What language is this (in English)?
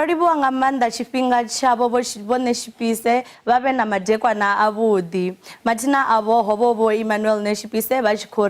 Venda